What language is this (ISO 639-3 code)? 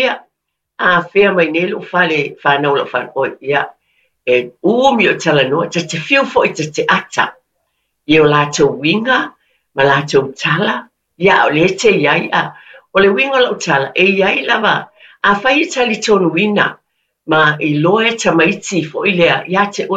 smo